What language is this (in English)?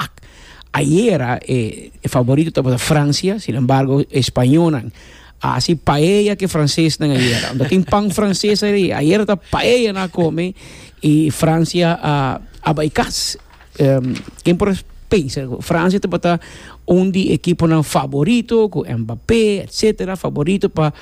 Papiamento